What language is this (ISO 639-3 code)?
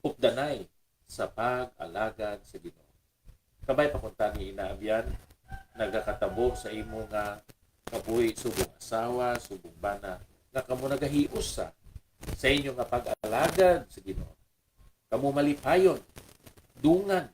hil